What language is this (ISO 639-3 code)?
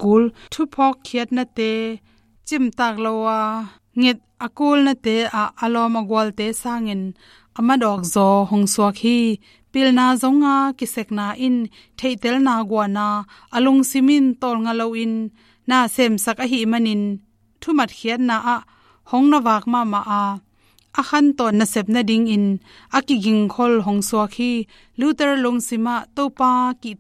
ctd